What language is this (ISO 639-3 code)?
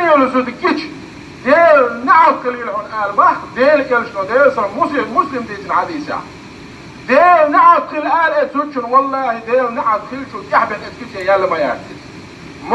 che